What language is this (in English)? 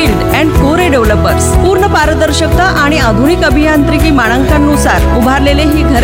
Marathi